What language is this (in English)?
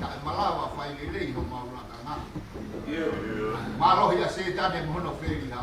Tongan